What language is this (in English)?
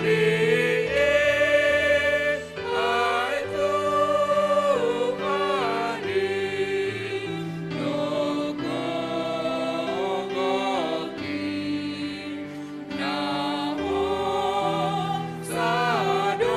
Batak Simalungun